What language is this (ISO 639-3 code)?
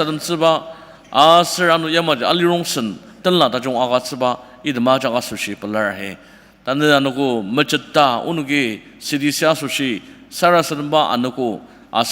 njo